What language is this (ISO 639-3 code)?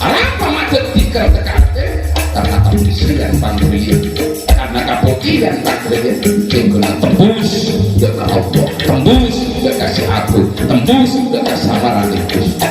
mad